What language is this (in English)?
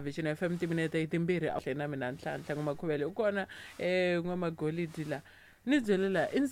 Tsonga